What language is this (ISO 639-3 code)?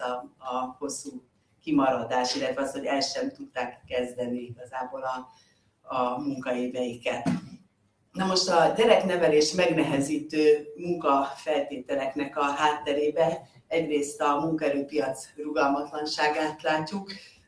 hun